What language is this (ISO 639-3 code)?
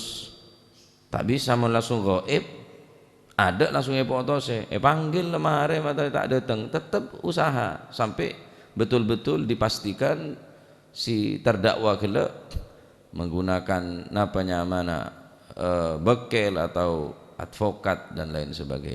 mad